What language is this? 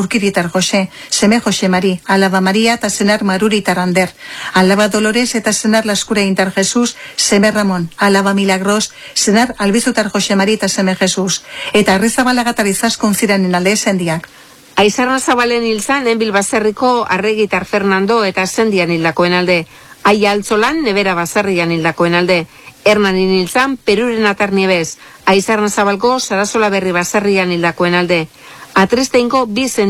Basque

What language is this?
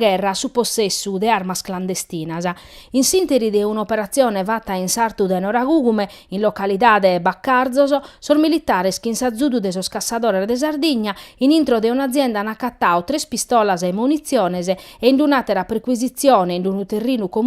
Sardinian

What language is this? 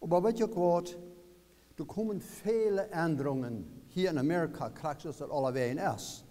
Plautdietsch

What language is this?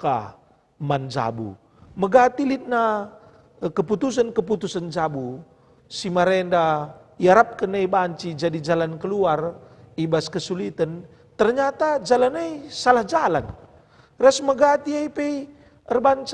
Batak Karo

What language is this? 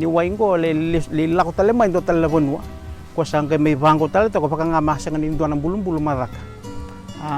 Fijian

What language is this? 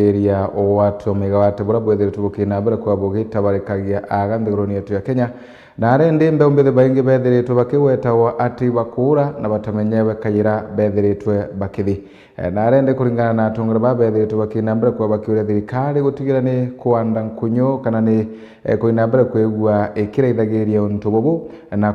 Meru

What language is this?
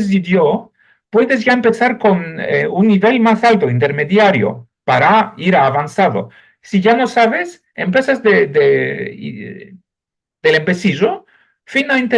Ladino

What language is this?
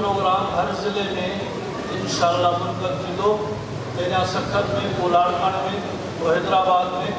Sindhi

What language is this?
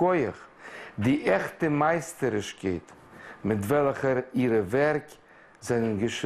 Yiddish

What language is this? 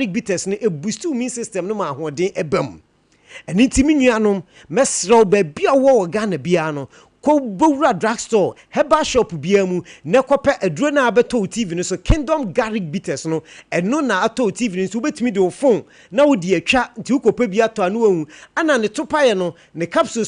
Akan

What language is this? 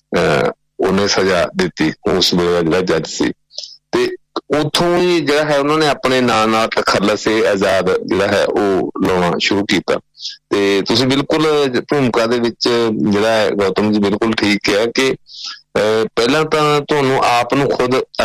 Punjabi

